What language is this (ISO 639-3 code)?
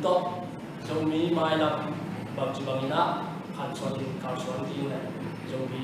ctd